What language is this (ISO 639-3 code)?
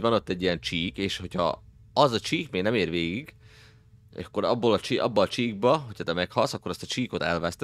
hun